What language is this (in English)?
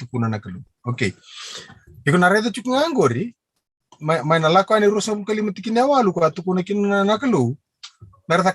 Fijian